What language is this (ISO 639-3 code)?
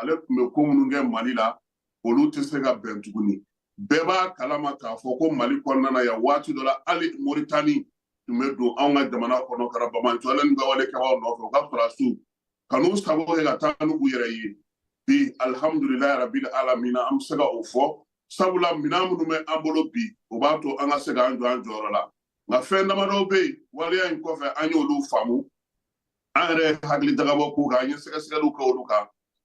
bam